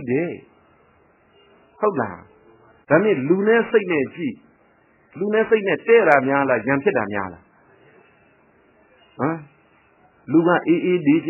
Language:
Burmese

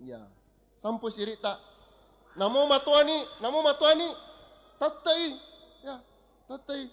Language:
Buginese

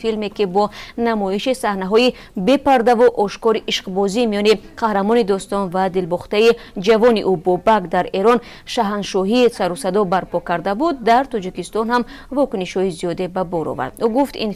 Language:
Tajik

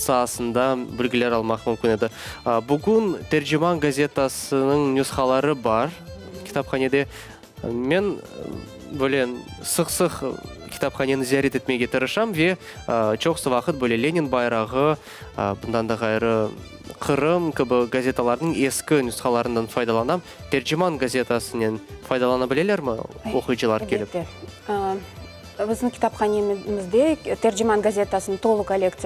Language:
Crimean Tatar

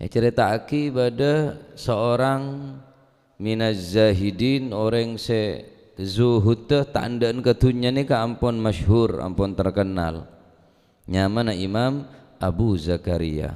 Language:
Madurese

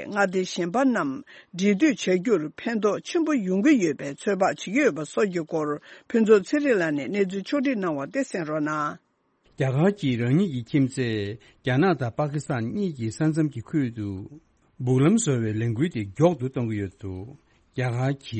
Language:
Tibetan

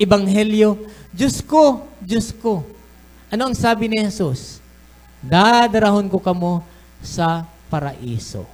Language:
Bikol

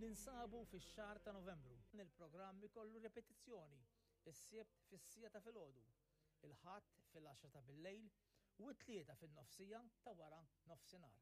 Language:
Maltese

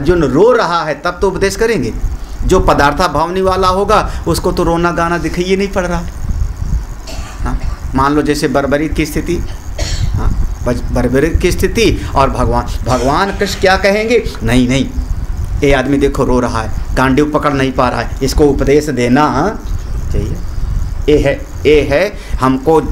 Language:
Hindi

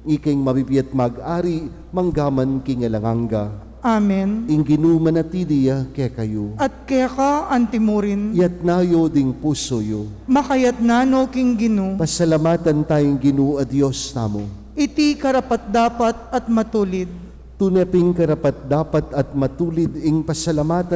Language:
Pampanga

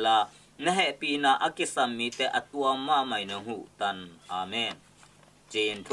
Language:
Tedim Chin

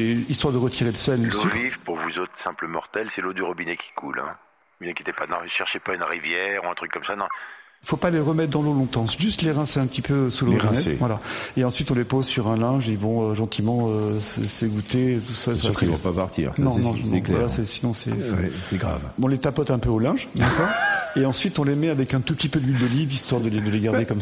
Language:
French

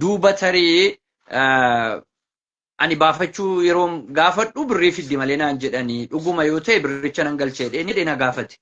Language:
Oromo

